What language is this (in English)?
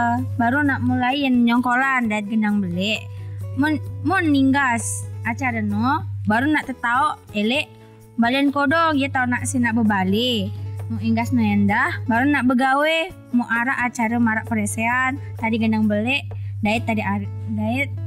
Sasak